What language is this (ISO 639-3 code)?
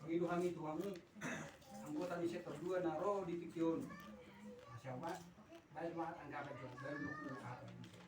bbc